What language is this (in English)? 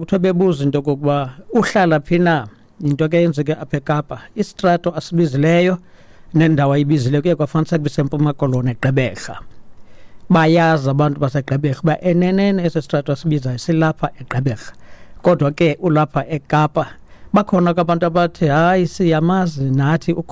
Xhosa